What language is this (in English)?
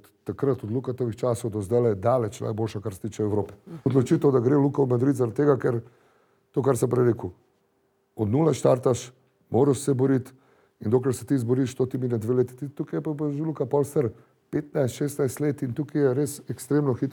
Slovenian